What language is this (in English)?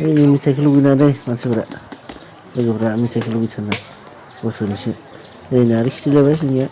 Bodo